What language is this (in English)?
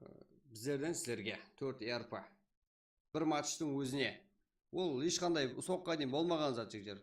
Kara-Kalpak